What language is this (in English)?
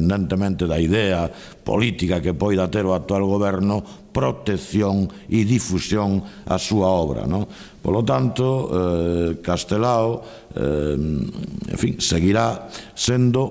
Galician